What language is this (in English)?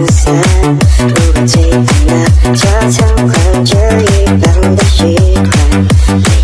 Chinese